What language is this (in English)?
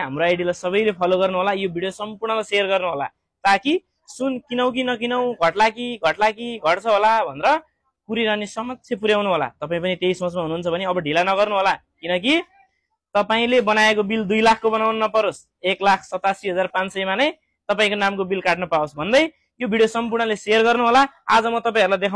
Nepali